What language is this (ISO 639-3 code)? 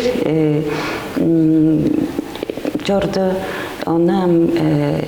tyv